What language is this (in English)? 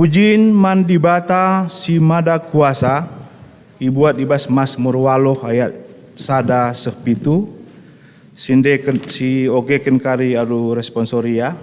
Batak Karo